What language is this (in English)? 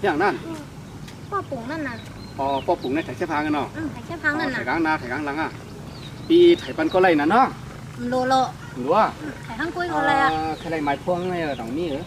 Shan